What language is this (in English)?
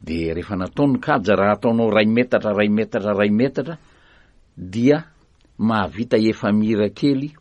Malagasy